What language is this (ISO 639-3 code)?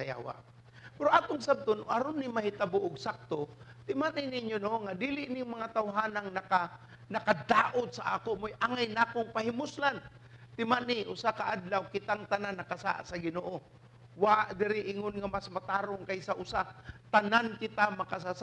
ceb